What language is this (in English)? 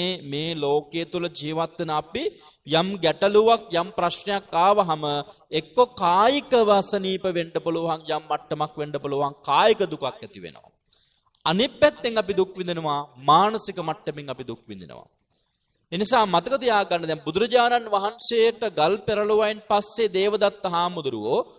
Sinhala